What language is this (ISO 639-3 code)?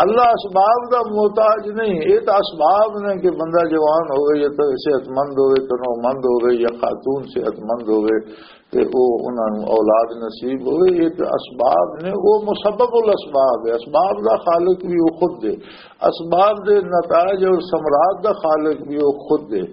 lah